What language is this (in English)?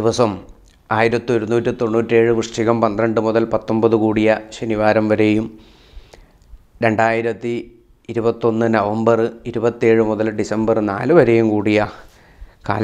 Malayalam